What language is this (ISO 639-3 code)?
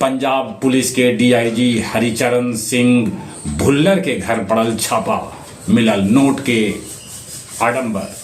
mag